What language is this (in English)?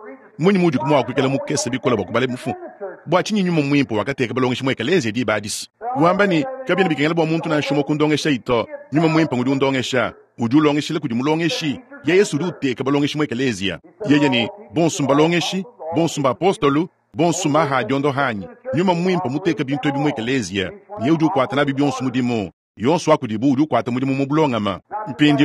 Luba-Lulua